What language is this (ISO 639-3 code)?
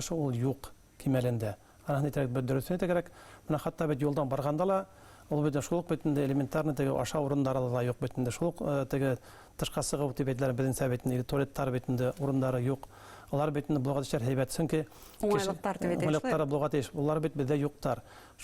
bak